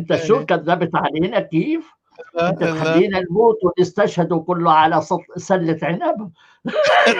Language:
North Levantine Arabic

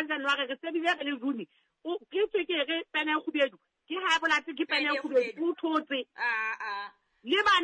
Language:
Southern Sotho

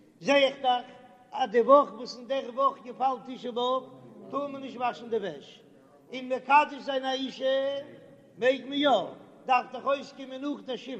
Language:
Yiddish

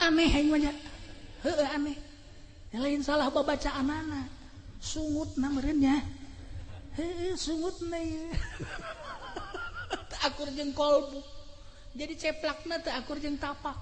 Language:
Sundanese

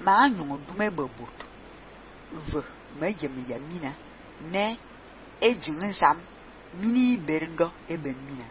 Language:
Fang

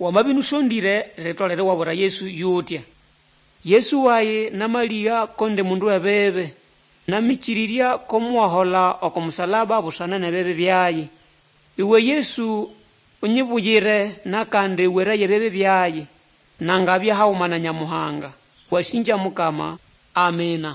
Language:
Nande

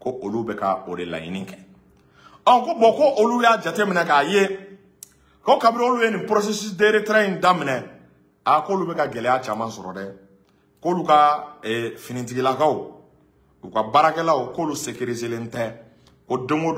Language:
Bambara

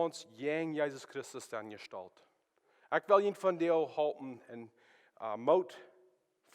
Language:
Plautdietsch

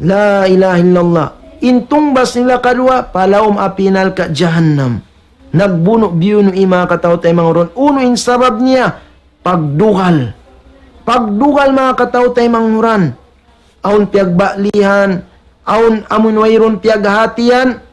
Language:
Tausug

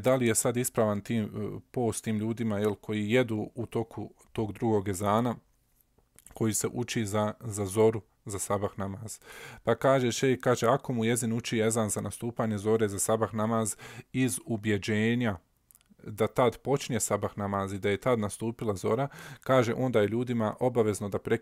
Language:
Serbian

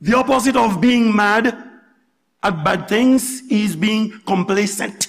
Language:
Haitian Creole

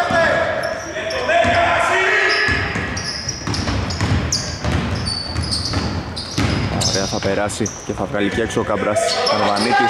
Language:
Greek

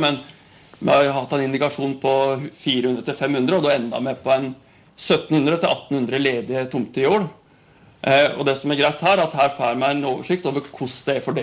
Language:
Norwegian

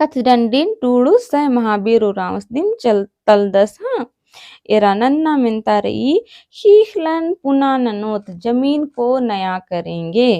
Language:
Kurukh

